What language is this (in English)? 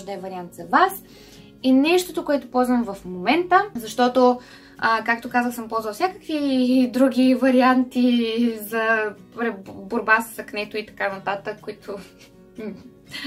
Bulgarian